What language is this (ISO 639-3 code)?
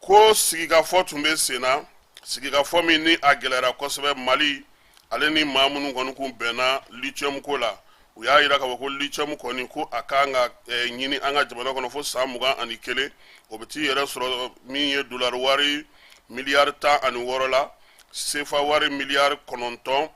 bam